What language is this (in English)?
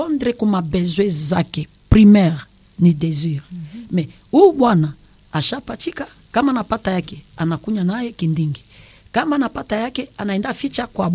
Swahili